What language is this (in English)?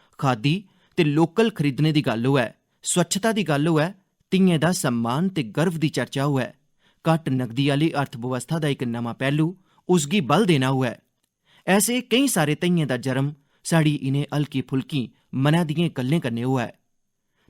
Dogri